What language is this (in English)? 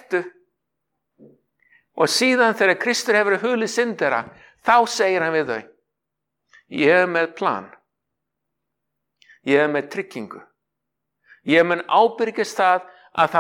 Icelandic